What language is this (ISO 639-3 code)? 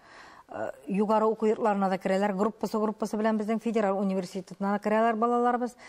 tat